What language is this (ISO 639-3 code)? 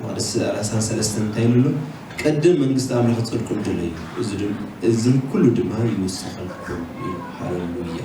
tir